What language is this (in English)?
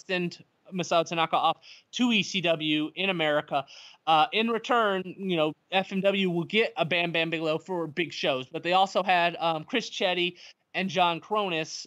English